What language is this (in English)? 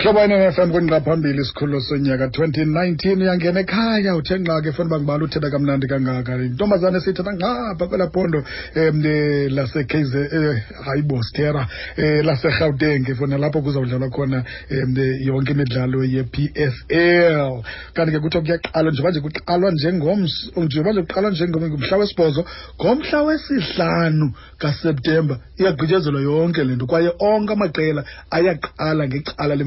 Xhosa